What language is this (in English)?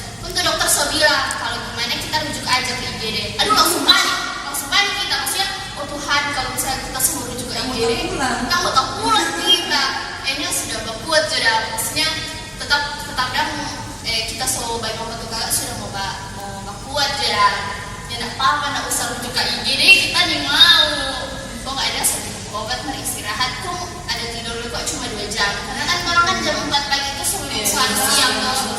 Manado Malay